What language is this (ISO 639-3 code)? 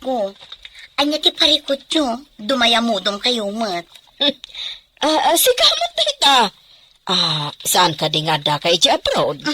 ilo